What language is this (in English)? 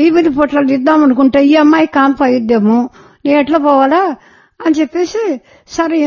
Telugu